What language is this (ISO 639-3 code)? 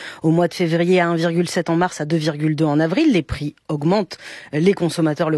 fra